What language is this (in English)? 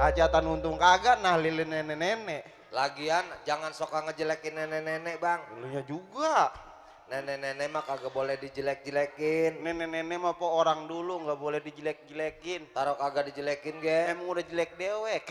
Betawi